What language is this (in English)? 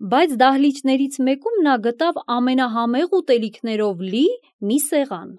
Armenian